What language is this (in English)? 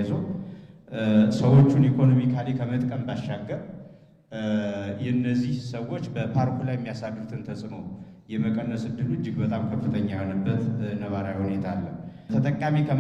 Amharic